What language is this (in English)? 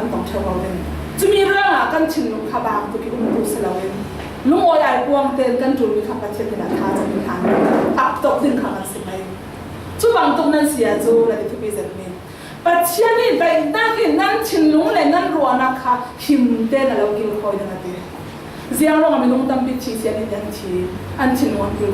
Falam Chin